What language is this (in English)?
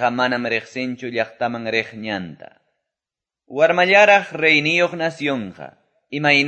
Quechua